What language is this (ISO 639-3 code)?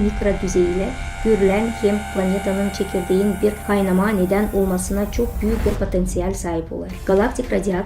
gag